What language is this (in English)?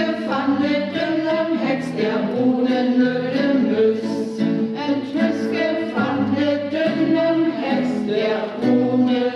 Northern Frisian